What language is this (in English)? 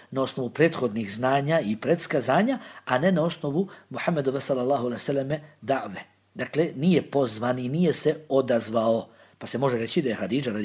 Bosnian